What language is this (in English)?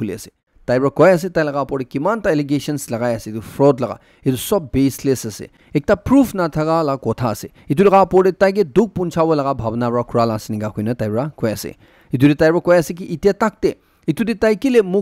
Naga Pidgin